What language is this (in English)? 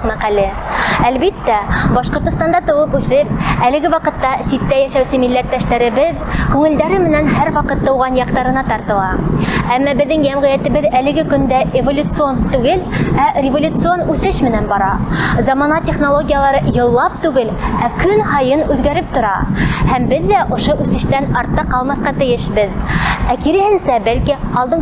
Bashkir